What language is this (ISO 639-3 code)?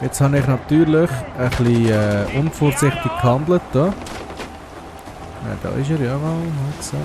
gsw